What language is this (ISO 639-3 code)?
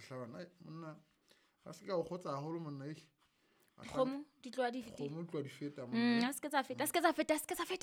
sot